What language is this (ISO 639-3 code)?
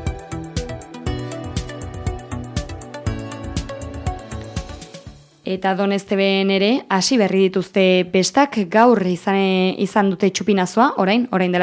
eus